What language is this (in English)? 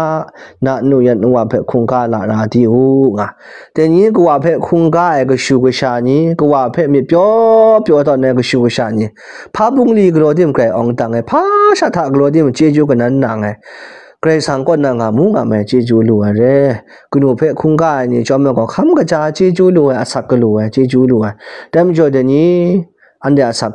Kachin